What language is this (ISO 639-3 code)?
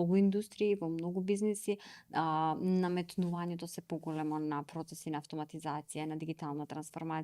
mkd